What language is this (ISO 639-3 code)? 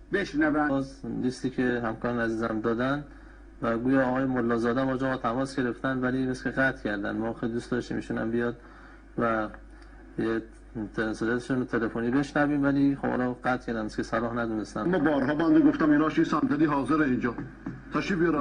fas